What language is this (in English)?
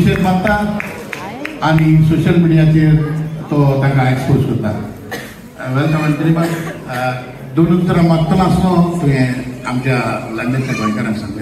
Konkani